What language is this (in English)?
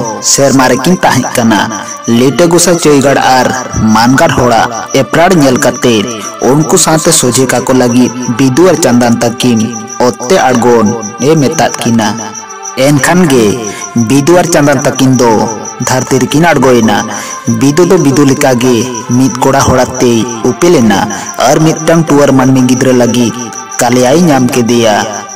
Santali